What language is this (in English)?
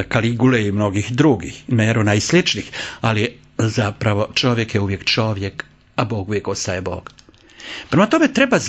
Croatian